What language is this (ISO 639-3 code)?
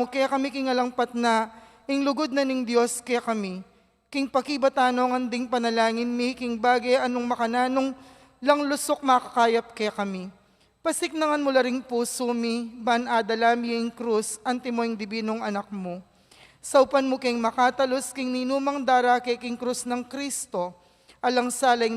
pam